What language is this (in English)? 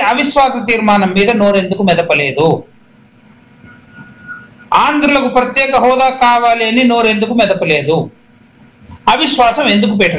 Telugu